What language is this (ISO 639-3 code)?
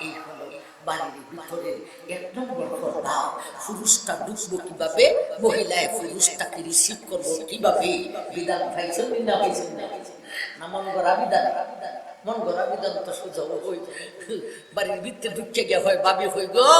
syl